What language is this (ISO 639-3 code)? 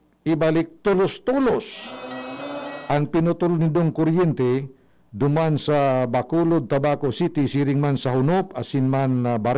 bik